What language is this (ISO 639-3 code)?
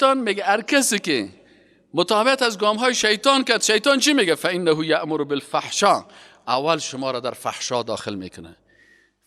fas